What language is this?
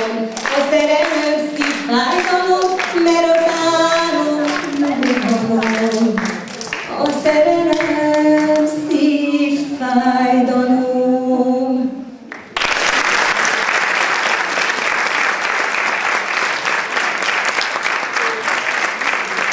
Hungarian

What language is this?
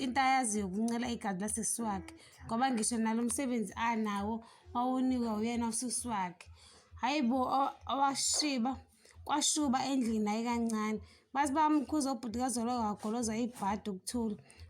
Zulu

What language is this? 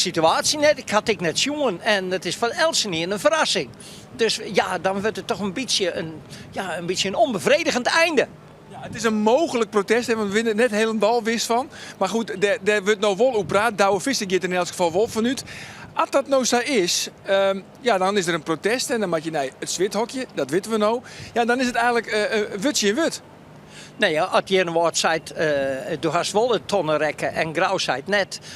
Western Frisian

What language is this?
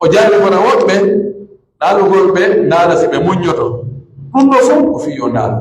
Pular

